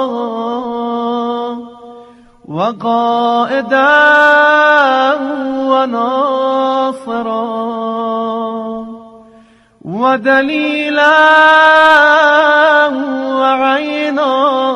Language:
Persian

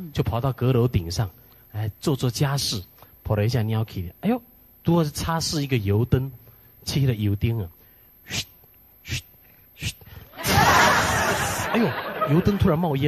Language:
Min Nan Chinese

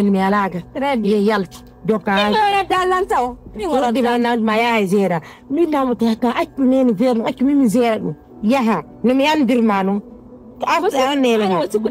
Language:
Pular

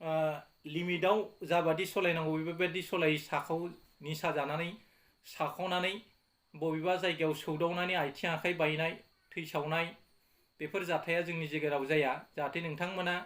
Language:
Bodo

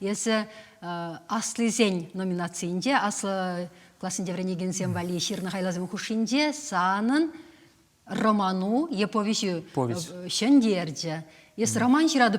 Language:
Chuvash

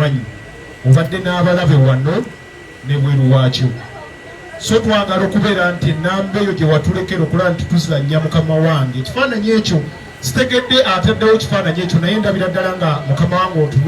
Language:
Ganda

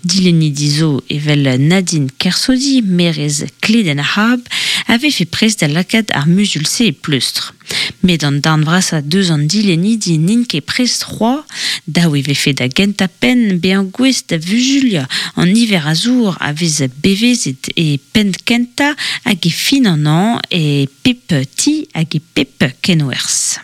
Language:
Breton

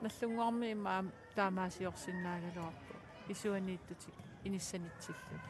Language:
Kalaallisut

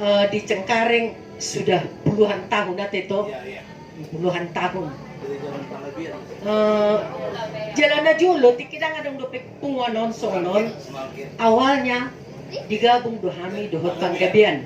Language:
Batak Toba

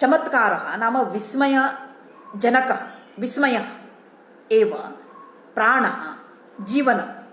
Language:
Sanskrit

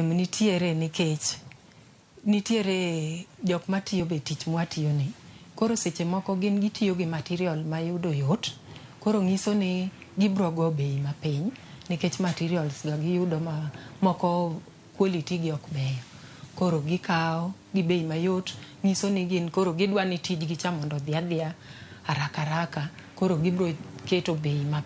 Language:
Luo (Kenya and Tanzania)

